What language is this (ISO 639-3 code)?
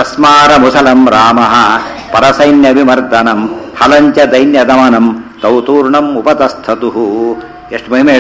kan